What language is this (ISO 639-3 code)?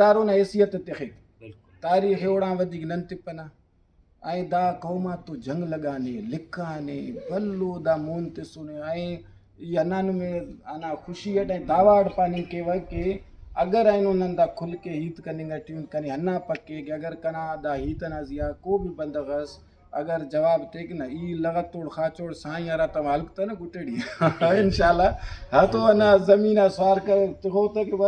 brh